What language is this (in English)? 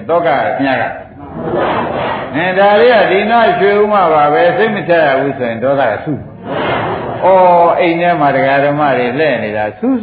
Burmese